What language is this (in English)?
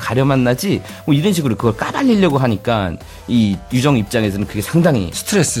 Korean